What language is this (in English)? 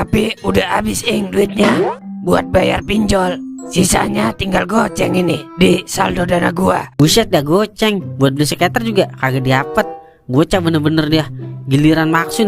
Betawi